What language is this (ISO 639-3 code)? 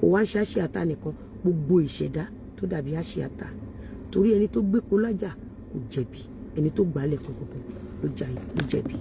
yor